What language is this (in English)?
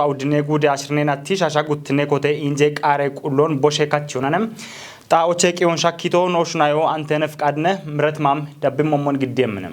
Kafa